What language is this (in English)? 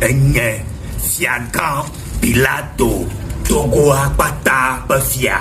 Ewe